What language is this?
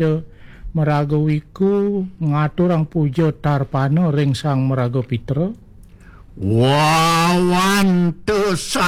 Balinese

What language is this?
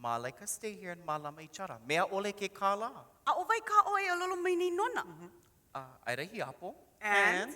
Hawaiian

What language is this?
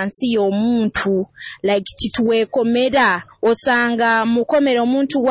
Nyoro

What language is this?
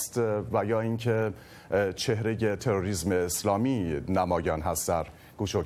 Persian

